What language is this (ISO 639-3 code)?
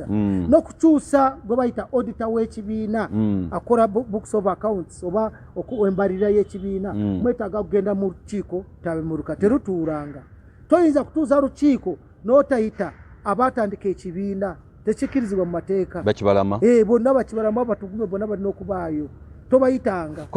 lug